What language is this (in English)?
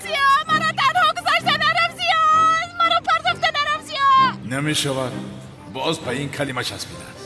Tajik